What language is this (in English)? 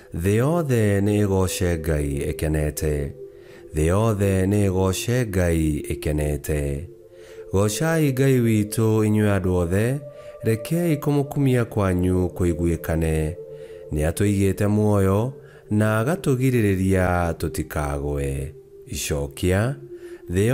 Kikuyu